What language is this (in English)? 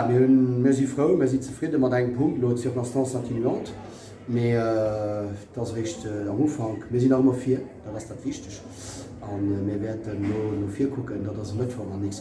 Luxembourgish